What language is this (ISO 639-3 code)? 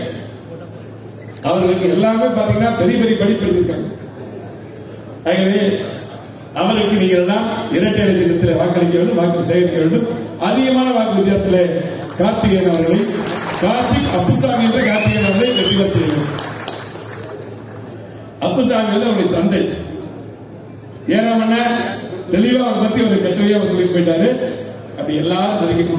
tam